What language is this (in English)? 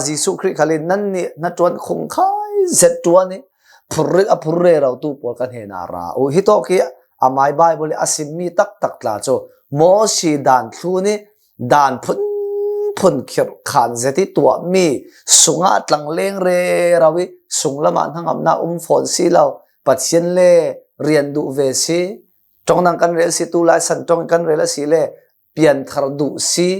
Hakha Chin